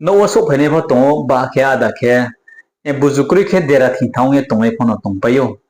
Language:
Riang (India)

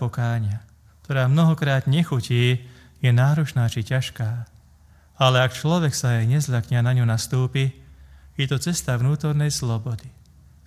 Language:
Slovak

